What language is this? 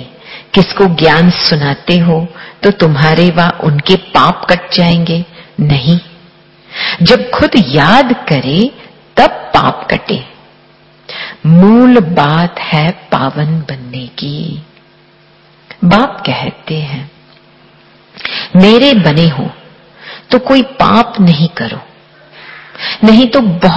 Hindi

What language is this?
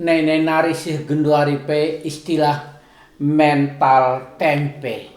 Batak Karo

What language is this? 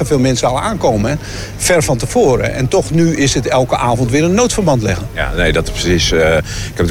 Dutch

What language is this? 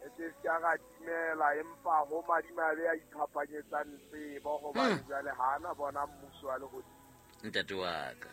Southern Sotho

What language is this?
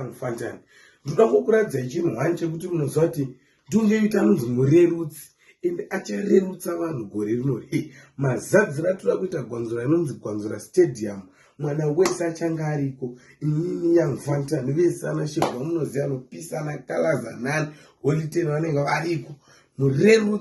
Shona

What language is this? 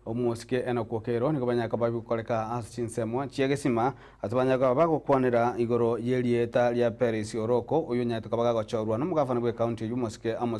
Gusii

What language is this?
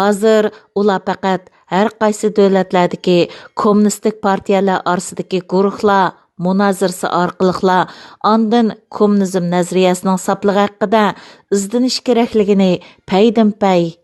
Uyghur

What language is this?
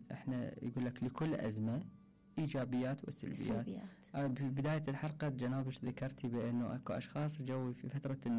Mesopotamian Arabic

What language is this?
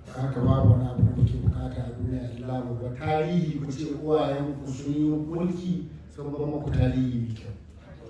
Hausa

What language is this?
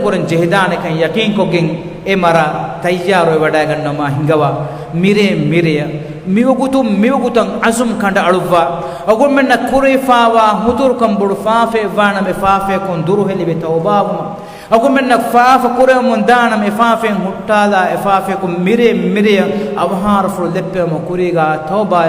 Divehi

